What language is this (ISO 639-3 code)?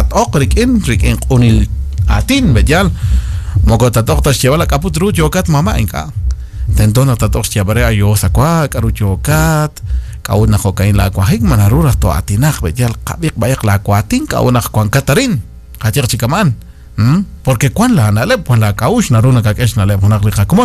kek